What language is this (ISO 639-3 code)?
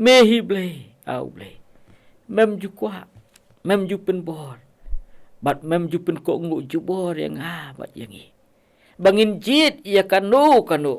kha